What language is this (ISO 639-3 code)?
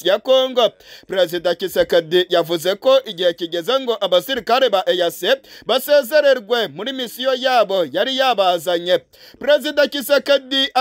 kin